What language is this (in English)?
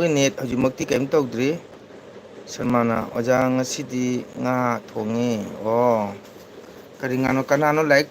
Manipuri